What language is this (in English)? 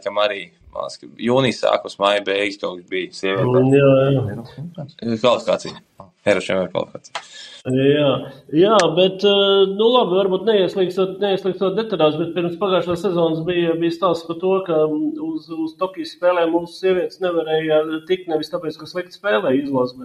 Latvian